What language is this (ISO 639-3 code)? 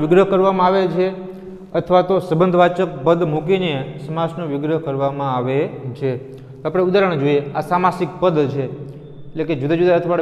guj